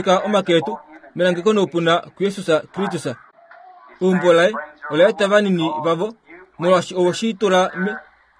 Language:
Kuanyama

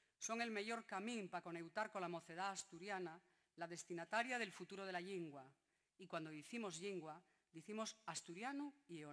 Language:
Asturian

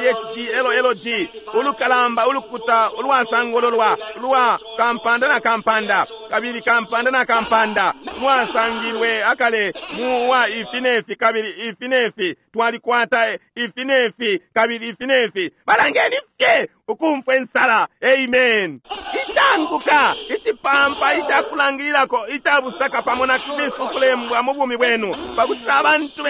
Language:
Bemba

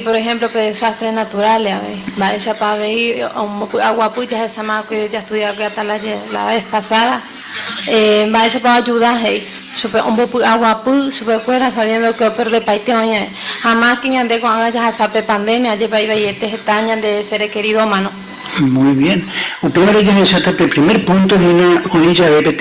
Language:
Guarani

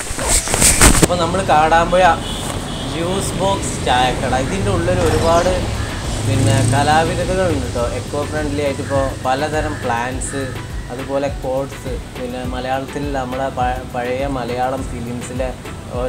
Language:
Malayalam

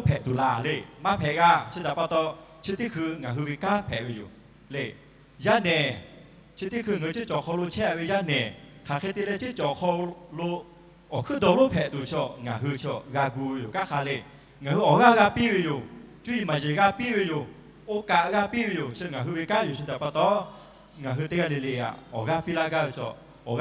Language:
Lahu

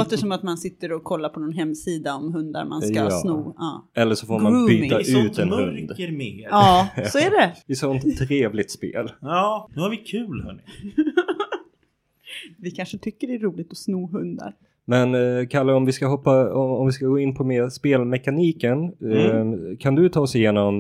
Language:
Swedish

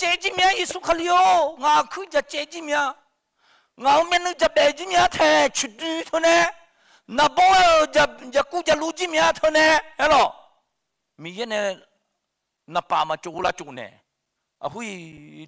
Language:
Akha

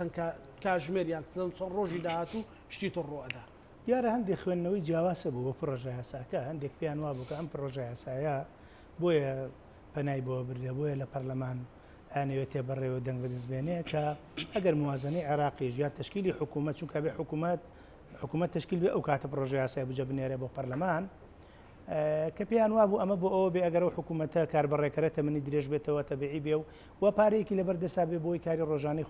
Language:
Central Kurdish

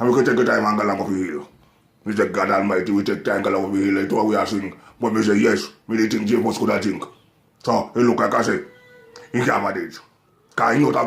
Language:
Jamaican Creole English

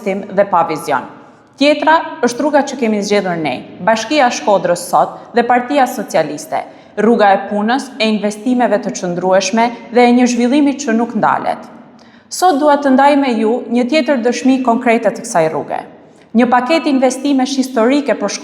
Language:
Albanian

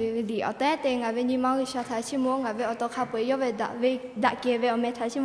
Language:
Lahu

